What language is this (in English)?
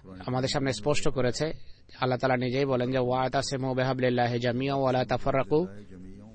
Bangla